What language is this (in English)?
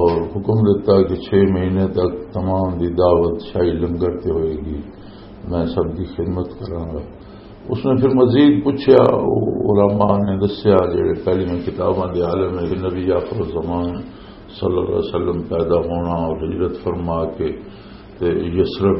Western Panjabi